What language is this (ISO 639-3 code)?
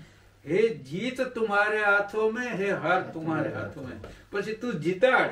guj